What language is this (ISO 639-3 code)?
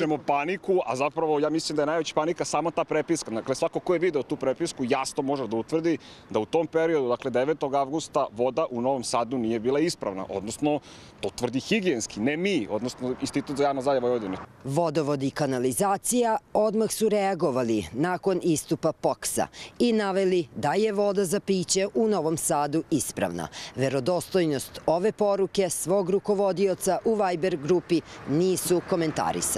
srp